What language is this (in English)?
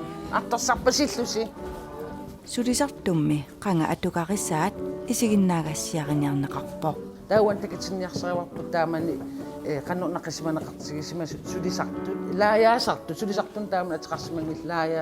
Kalaallisut